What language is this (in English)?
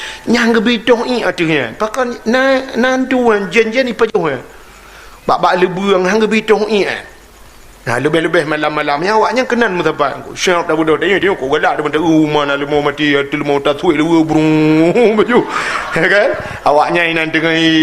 Achinese